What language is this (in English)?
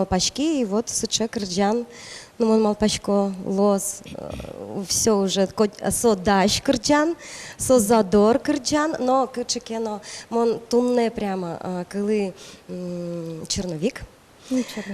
Udmurt